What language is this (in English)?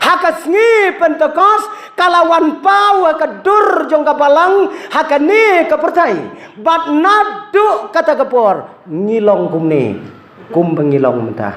Khasi